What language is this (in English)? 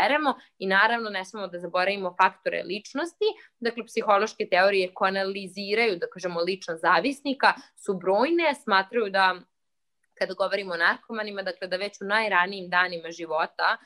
Serbian